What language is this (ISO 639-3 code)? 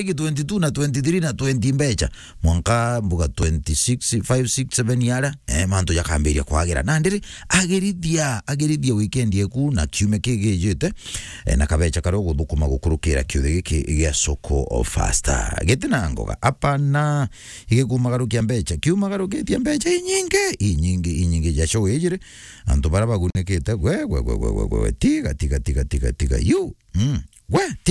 mer